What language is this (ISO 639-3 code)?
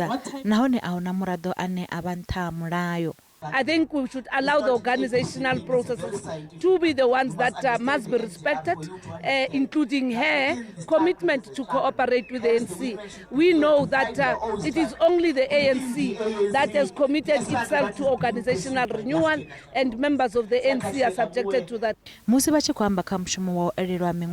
ven